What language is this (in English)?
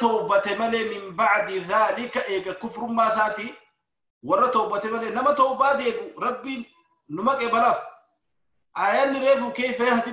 Oromo